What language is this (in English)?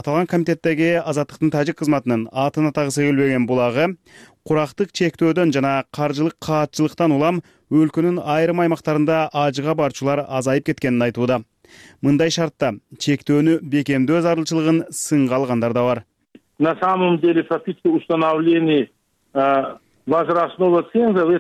Kyrgyz